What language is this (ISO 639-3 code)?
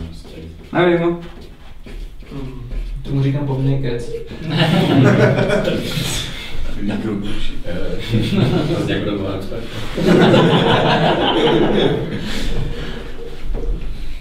ces